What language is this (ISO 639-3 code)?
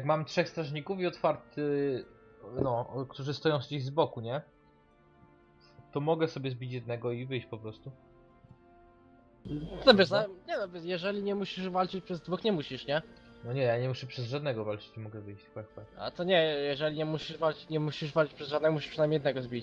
pol